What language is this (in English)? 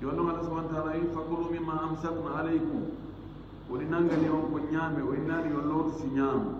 Fula